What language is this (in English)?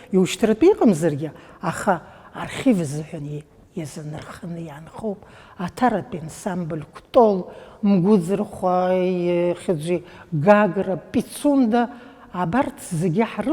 Abkhazian